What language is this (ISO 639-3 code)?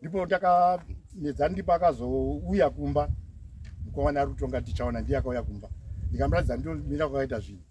sna